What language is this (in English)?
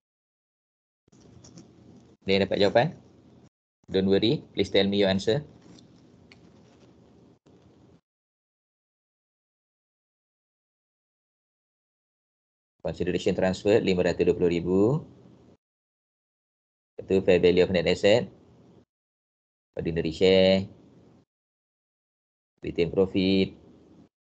Malay